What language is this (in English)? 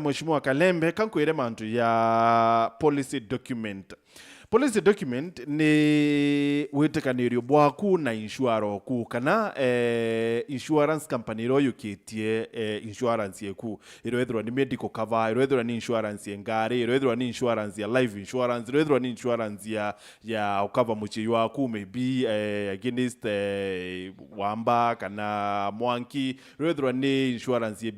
Meru